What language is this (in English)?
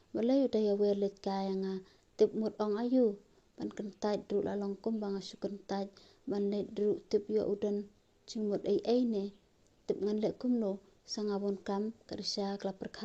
Khasi